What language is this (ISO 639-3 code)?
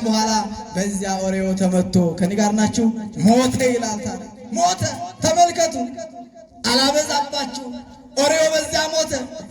amh